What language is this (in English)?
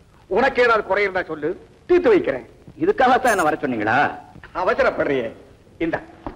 Tamil